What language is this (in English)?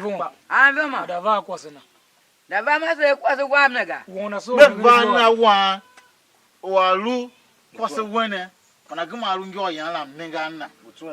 Tiv